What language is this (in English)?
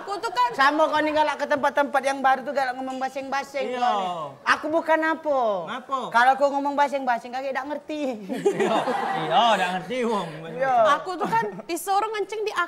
Musi